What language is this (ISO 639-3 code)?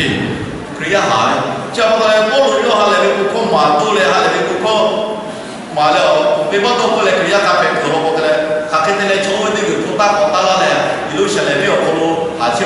lhu